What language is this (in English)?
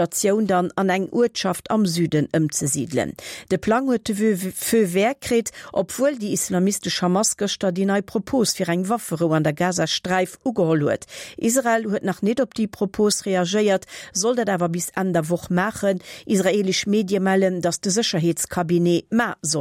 Luxembourgish